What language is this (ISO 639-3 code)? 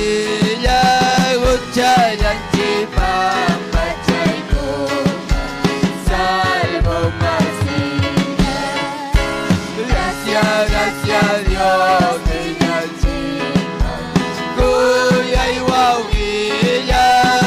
quy